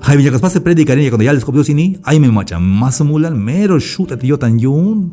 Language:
Tzeltal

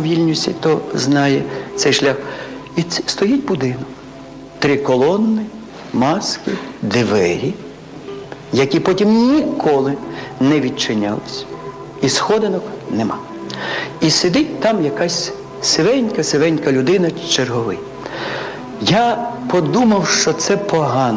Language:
Ukrainian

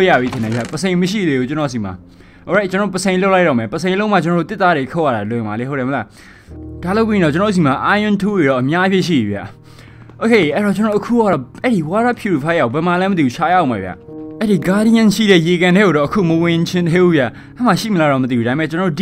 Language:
Burmese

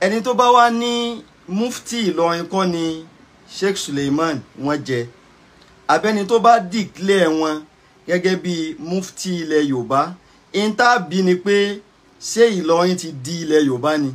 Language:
Yoruba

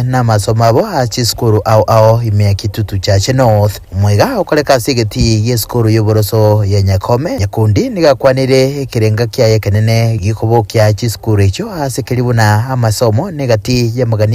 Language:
Gusii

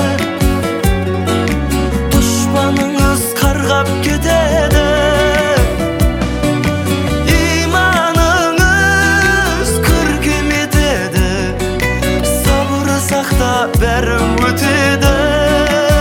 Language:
Kazakh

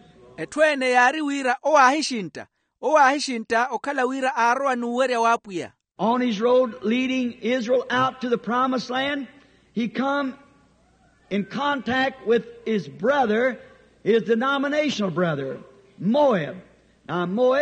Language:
Makhuwa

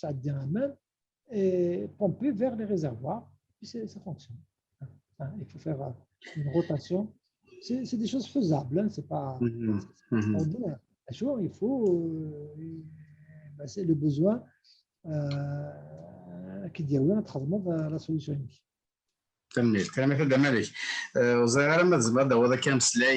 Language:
Kabyle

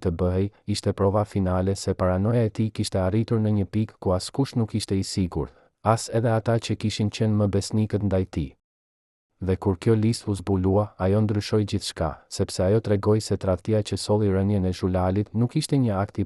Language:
Albanian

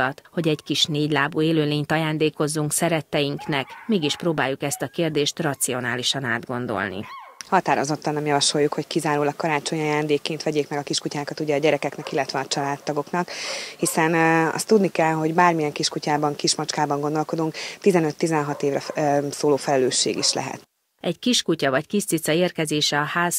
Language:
Hungarian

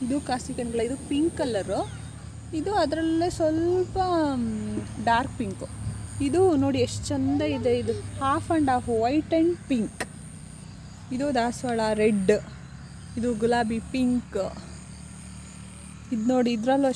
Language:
Kannada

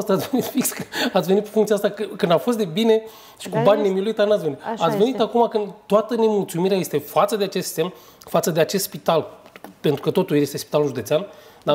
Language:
Romanian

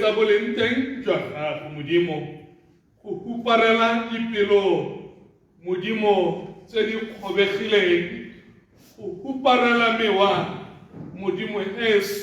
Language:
Tswana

